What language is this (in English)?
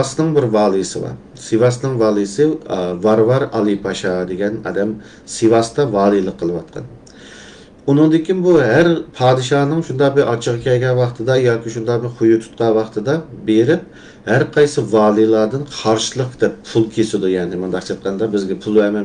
Uyghur